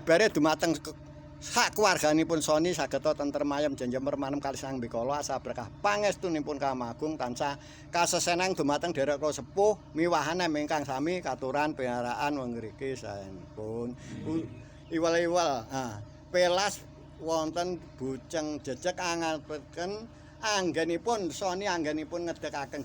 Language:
Javanese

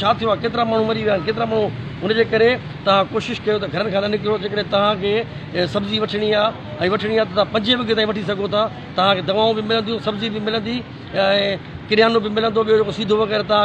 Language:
Sindhi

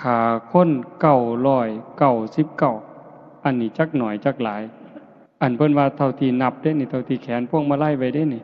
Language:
Northeastern Thai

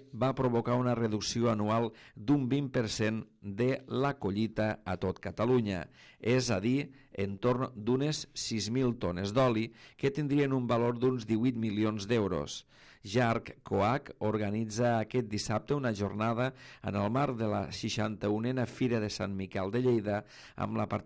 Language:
Catalan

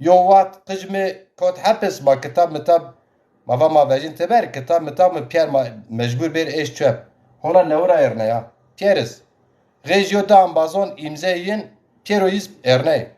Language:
Zaza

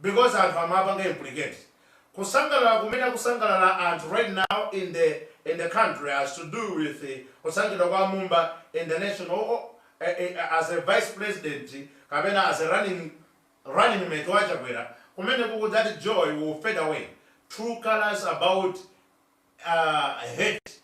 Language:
Nyanja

